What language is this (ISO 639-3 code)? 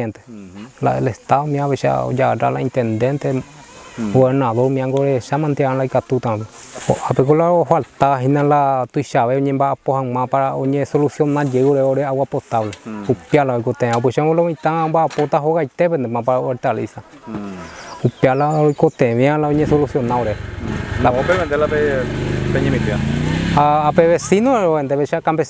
grn